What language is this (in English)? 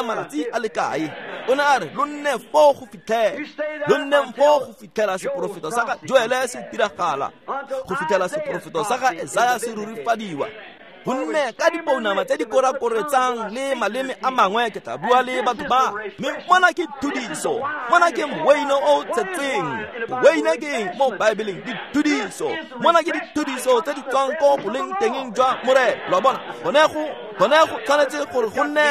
Tswana